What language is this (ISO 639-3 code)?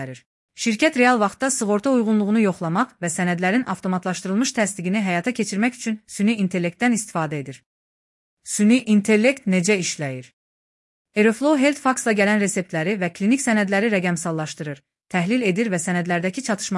aze